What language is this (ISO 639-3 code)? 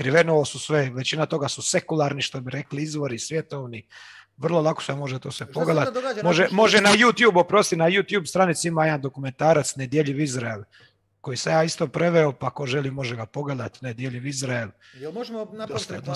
hrv